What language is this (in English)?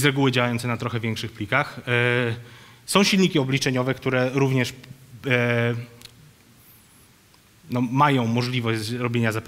Polish